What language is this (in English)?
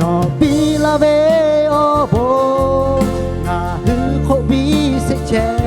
Lahu